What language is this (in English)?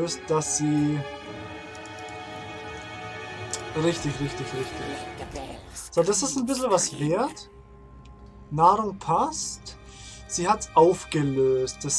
German